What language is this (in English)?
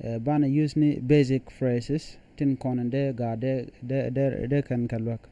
Nuer